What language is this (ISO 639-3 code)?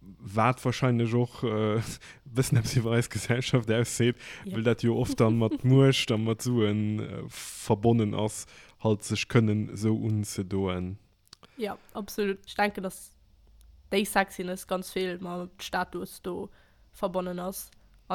ltz